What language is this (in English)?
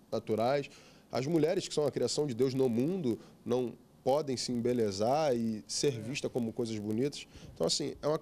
Portuguese